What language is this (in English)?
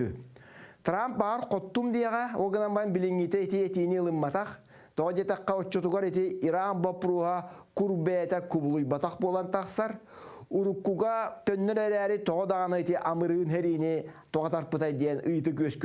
Yakut